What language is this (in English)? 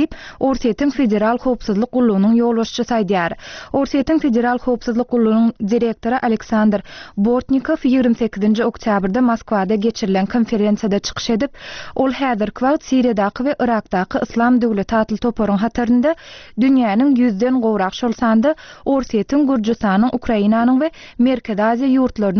Turkmen